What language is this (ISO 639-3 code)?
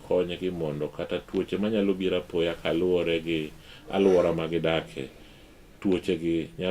luo